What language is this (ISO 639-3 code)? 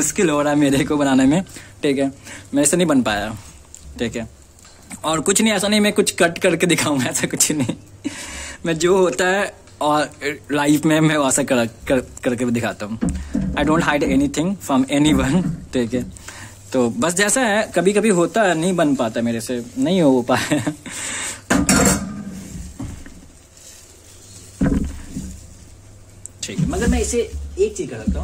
hin